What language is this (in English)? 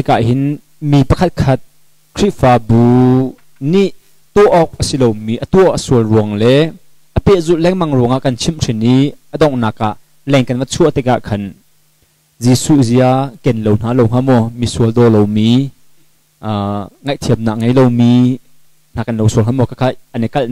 Hakha Chin